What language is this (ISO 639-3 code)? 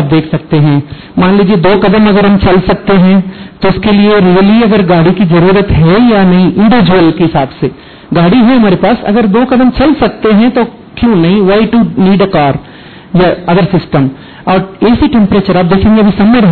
hin